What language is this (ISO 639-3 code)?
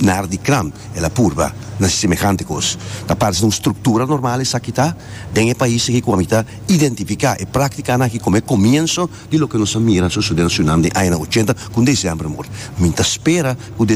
pap